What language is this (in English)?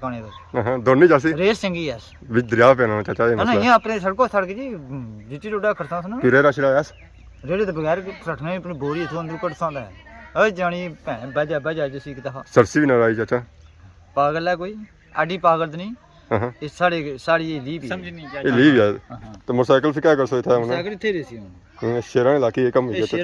Pahari-Potwari